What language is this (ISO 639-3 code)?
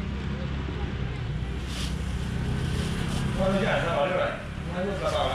zho